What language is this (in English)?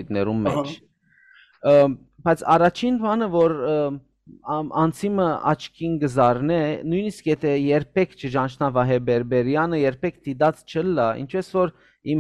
Western Armenian